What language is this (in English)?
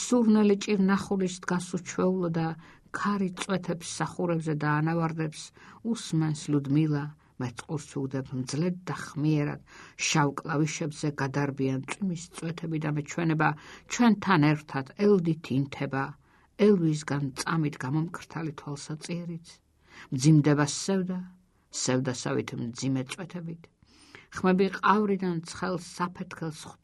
Georgian